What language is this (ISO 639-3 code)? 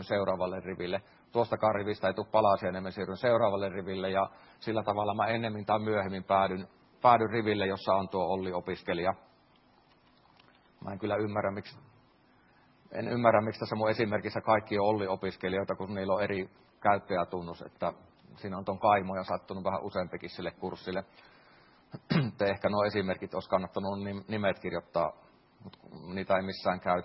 fin